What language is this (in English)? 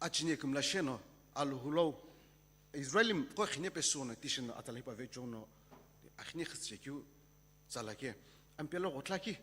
Sumi Naga